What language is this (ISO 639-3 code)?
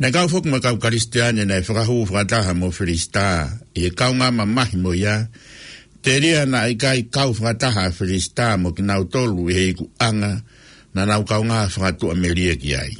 ton